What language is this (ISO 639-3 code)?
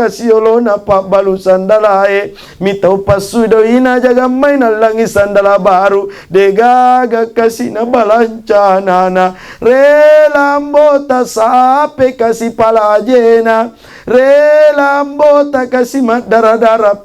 bug